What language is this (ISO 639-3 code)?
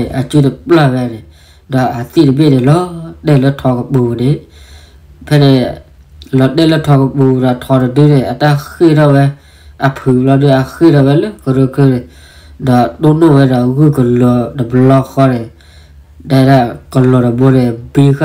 ksw